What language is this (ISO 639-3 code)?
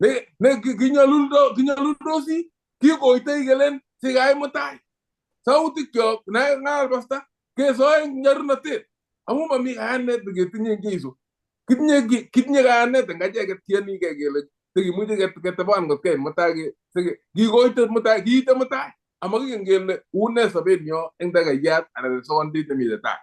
kln